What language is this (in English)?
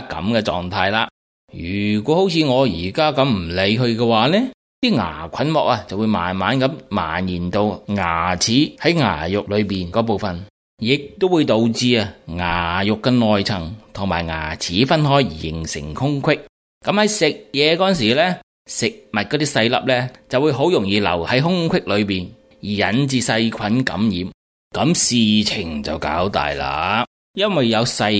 Cantonese